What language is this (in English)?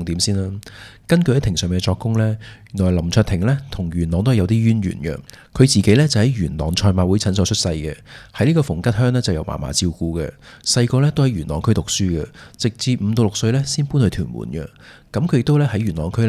Cantonese